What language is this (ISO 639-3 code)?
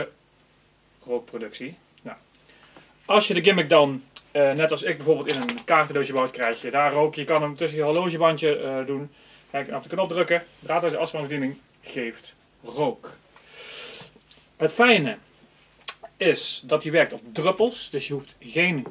nld